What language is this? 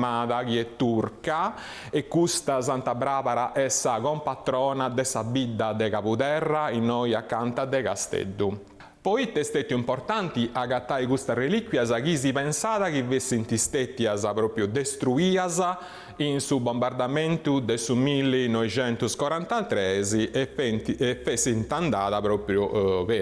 Sardinian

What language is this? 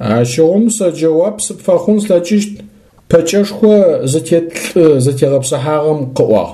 Adyghe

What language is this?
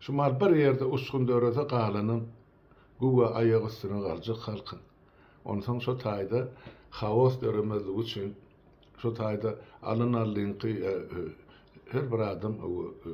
Turkmen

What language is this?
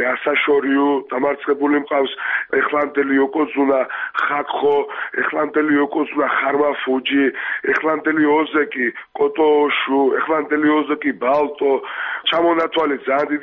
Georgian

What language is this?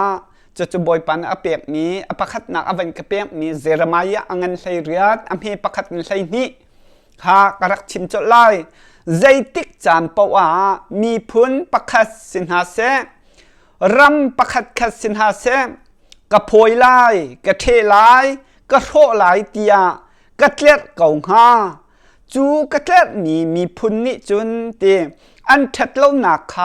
Hakha Chin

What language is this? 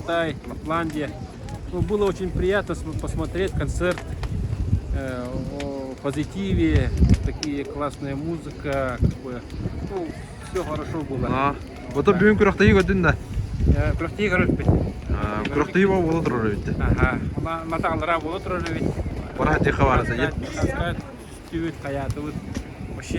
Yakut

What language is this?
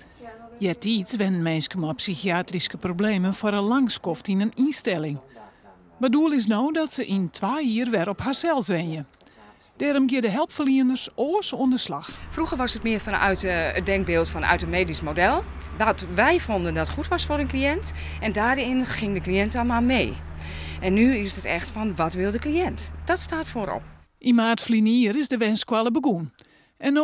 Western Frisian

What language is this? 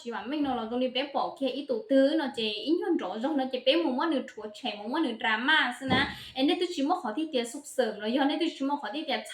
Hmong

